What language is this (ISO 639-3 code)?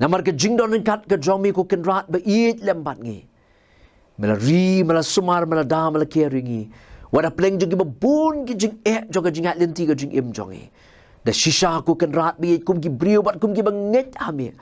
kha